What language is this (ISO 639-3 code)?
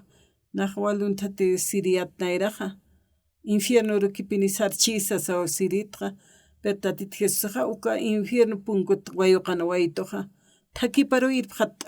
aym